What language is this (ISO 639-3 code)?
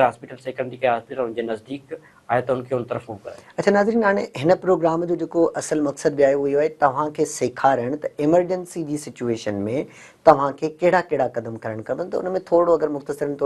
snd